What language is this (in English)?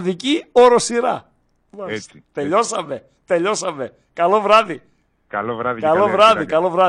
Greek